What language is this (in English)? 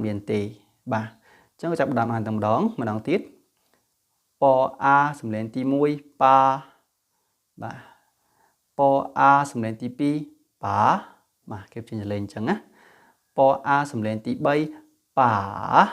Khmer